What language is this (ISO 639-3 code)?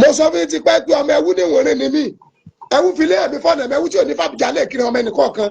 yor